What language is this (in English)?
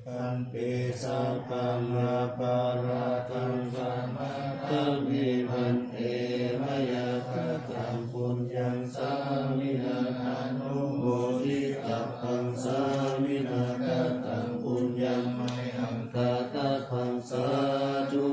Pali